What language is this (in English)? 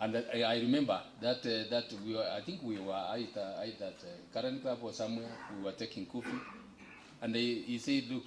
Gusii